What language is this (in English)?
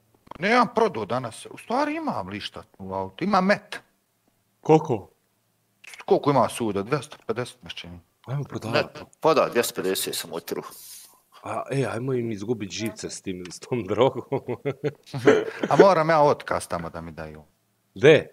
Croatian